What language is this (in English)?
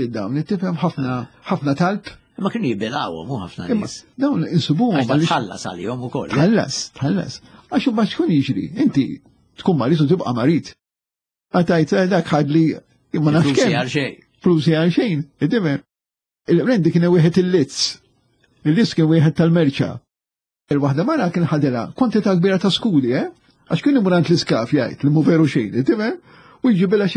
Maltese